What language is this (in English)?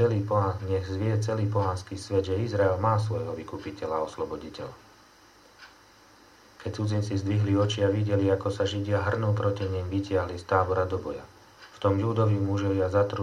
Slovak